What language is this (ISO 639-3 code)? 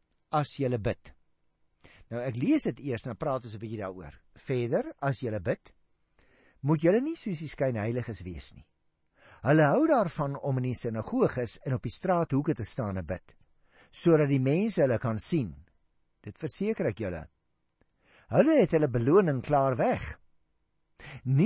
afr